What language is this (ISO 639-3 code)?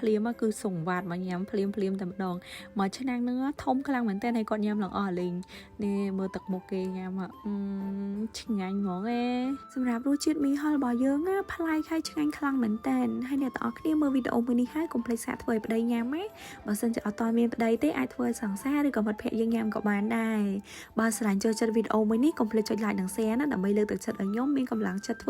khm